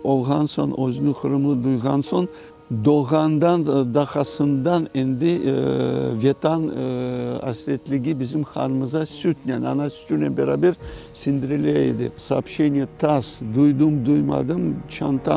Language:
Crimean Tatar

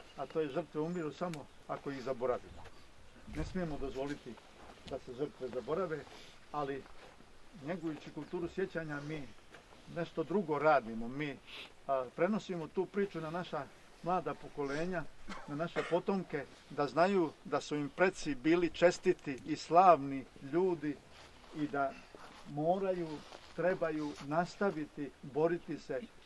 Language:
Croatian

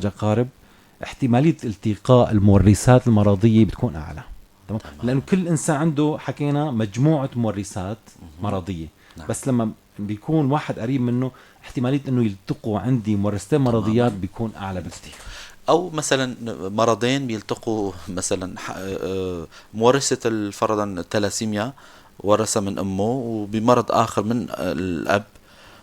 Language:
North Levantine Arabic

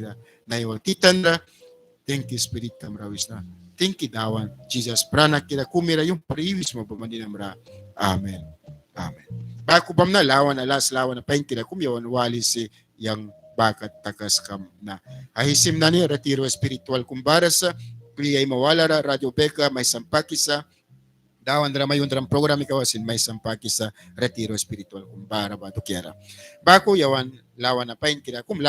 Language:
Mískito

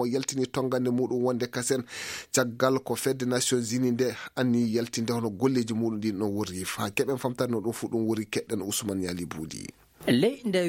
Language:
Fula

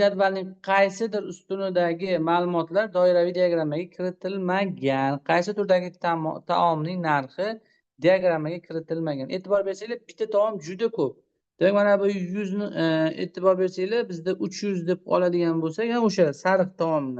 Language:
Uzbek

